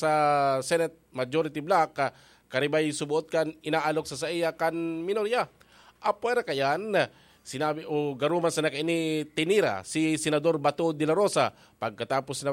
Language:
Bikol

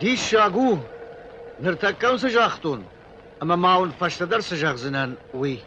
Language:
Ossetic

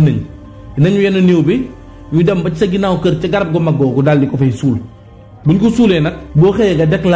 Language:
Wolof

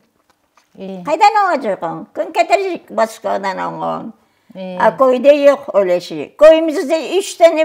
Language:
Crimean Tatar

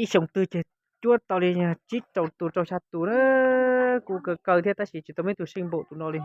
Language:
Hmong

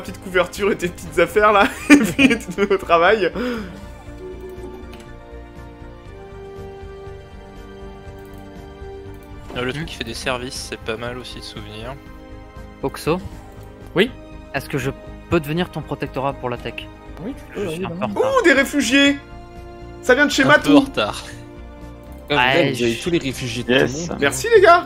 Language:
French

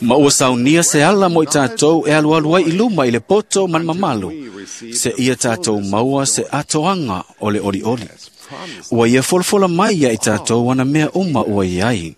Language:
Samoan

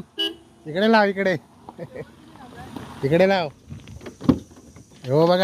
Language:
Marathi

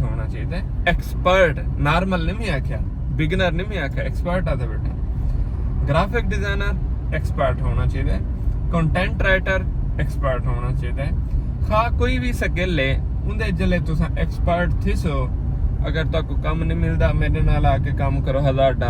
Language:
Saraiki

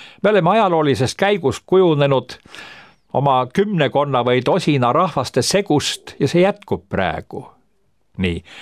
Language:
Estonian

